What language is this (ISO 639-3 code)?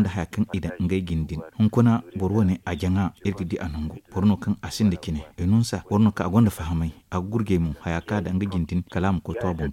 dje